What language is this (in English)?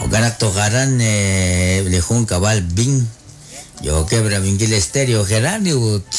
Kekchí